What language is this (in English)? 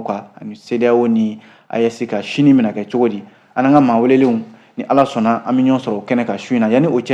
Bambara